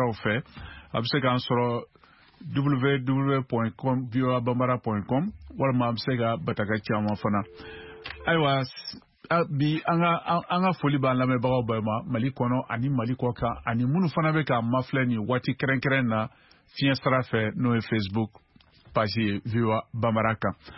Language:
Bambara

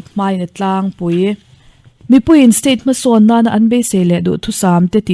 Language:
Mizo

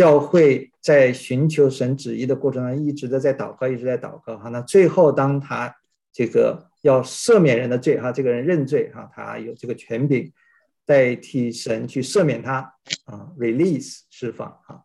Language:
Chinese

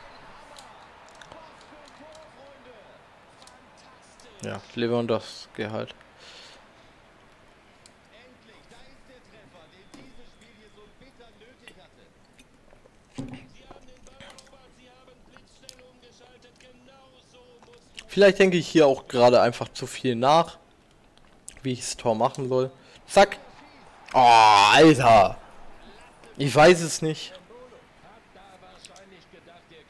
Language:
German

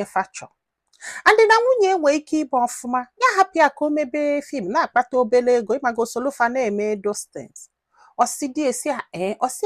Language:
Igbo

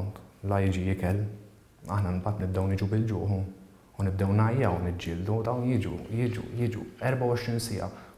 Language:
Maltese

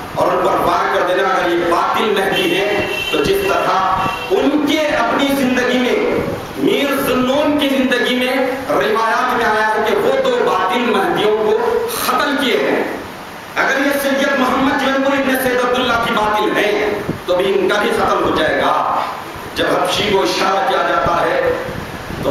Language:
Urdu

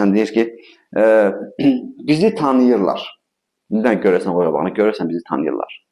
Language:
Azerbaijani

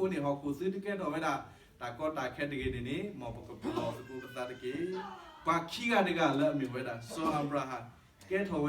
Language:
S'gaw Karen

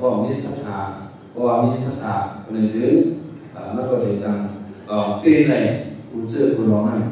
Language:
Shan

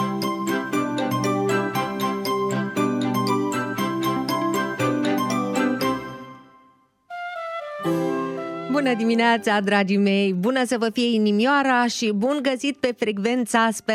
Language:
Romanian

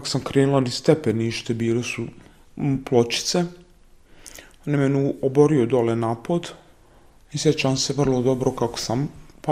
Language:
Bosnian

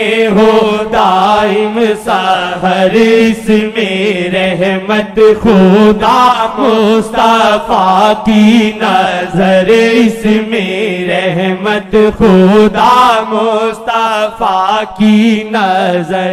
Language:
Urdu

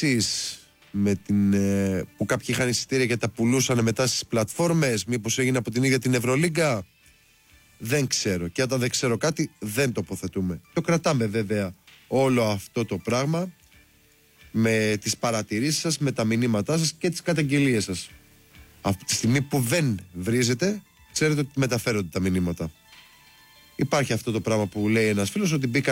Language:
Greek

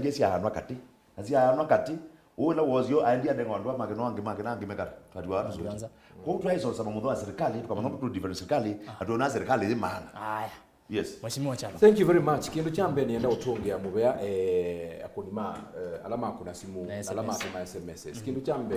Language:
Kamba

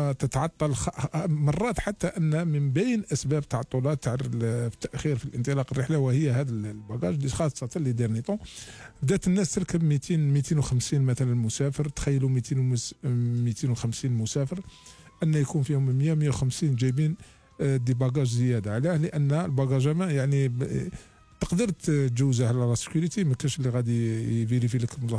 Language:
Algerian Arabic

